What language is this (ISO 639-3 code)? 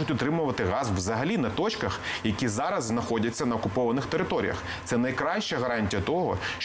ukr